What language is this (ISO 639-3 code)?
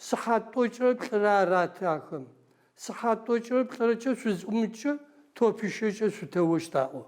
ady